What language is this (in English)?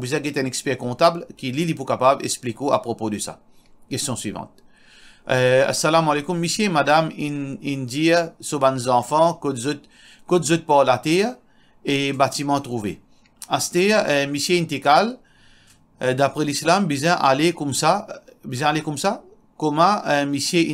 Morisyen